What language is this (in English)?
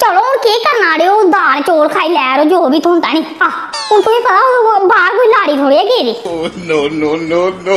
Dogri